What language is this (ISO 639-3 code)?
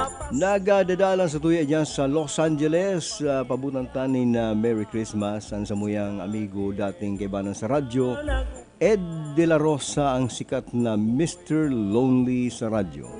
bik